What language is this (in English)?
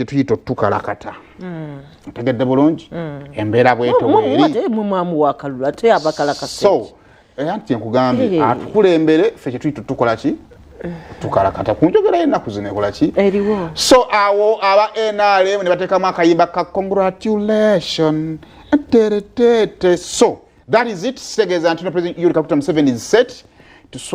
Ganda